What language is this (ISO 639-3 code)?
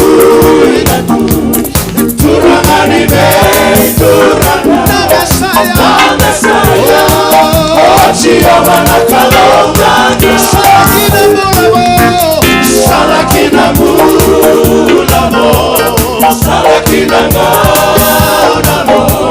fij